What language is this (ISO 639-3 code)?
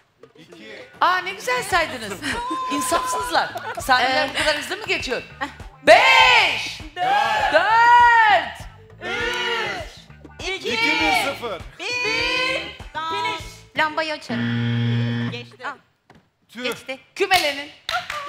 tur